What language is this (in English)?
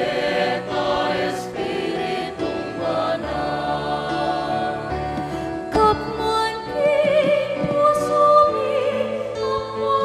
Pampanga